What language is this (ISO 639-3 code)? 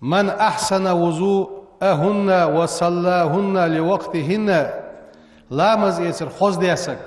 inh